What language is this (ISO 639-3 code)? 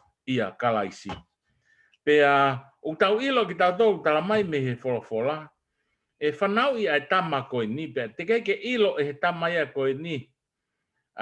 ton